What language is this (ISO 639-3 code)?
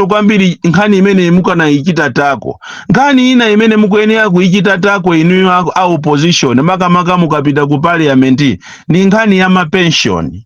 nya